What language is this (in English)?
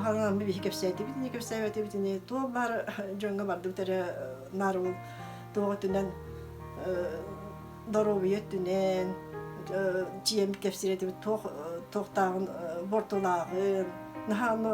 Yakut